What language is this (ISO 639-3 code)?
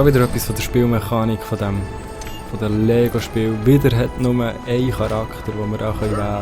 gsw